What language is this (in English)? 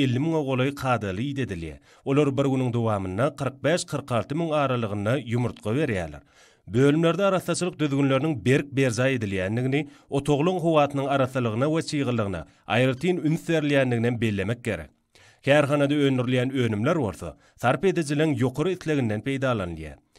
Turkmen